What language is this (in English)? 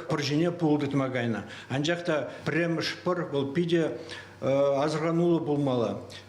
Chuvash